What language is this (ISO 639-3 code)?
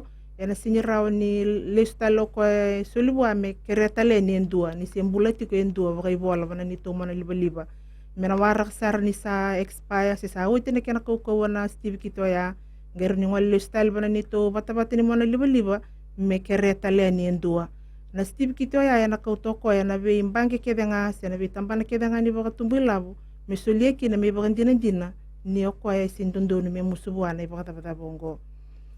fij